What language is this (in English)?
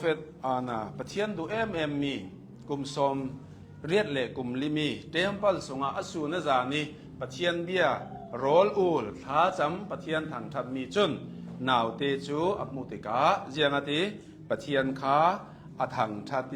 Hakha Chin